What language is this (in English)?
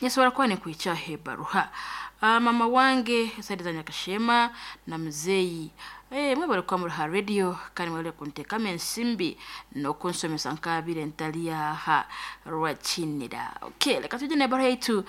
Nyankole